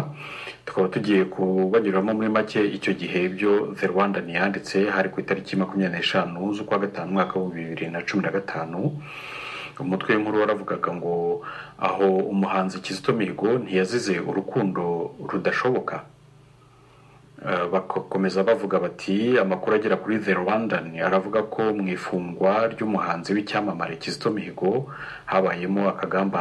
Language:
Kinyarwanda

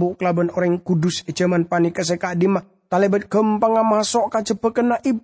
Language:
Madurese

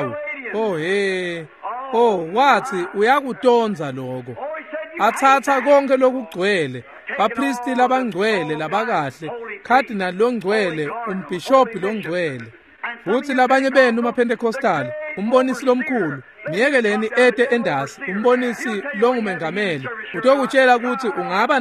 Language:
Swati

